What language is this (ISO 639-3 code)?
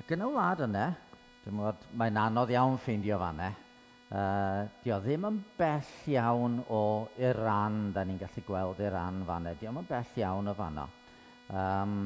cym